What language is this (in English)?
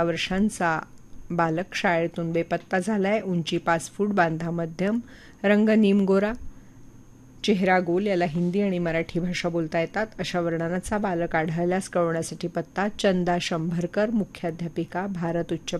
Marathi